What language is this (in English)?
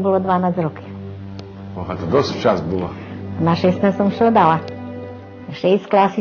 Rusyn